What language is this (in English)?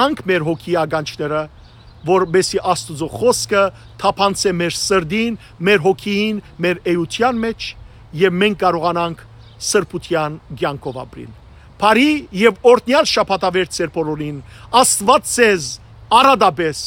Western Armenian